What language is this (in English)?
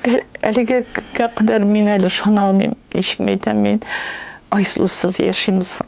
Tatar